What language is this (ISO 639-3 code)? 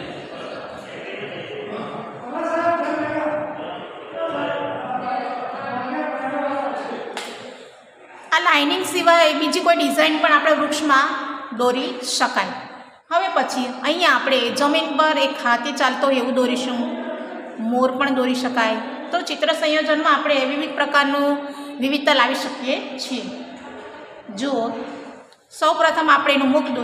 guj